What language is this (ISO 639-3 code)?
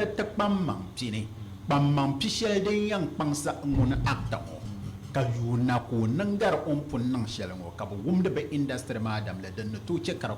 dag